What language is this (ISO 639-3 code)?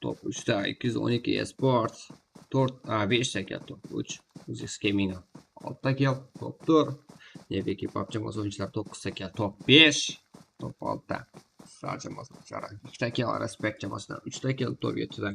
kaa